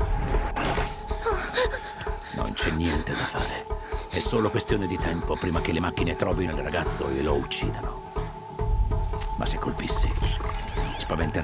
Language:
Italian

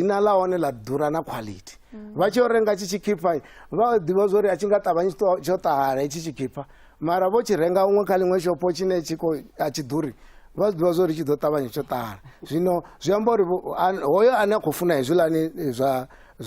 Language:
Venda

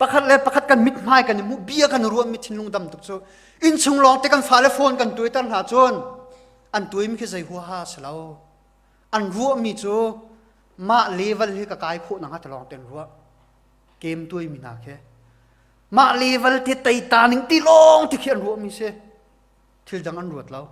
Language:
Hakha Chin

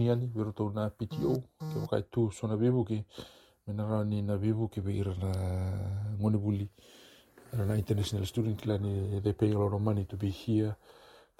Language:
Fijian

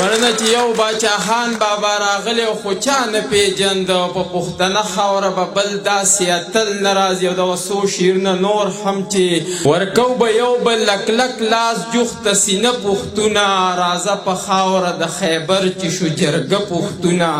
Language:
Pashto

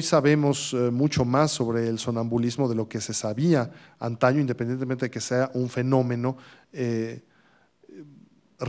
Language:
Spanish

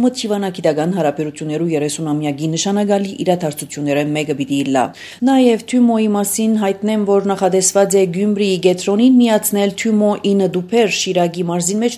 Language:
Armenian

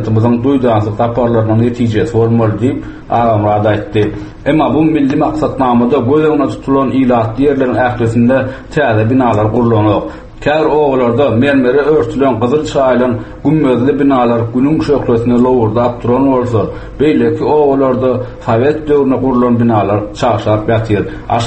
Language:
Turkmen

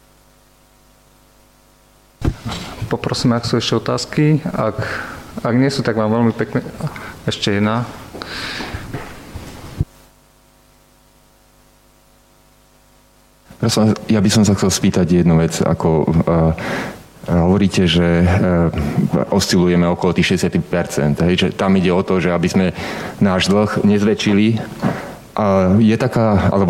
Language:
Slovak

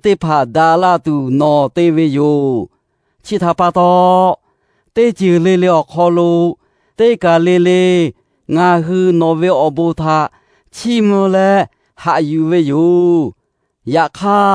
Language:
Lahu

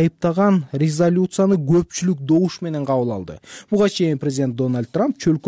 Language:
Kyrgyz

